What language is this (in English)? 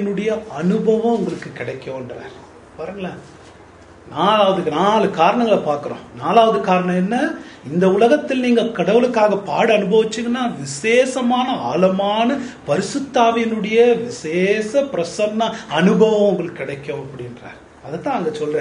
Tamil